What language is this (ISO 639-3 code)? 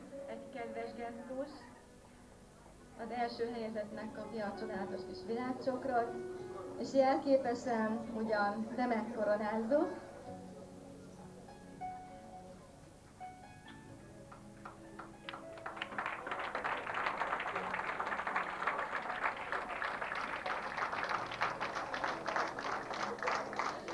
hun